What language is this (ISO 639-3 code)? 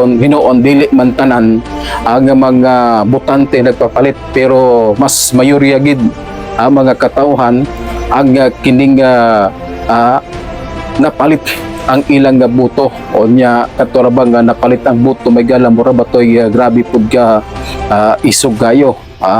ceb